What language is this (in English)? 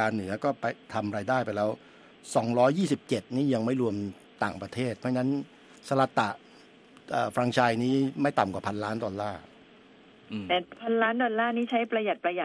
Thai